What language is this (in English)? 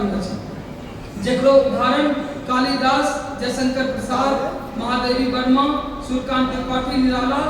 Angika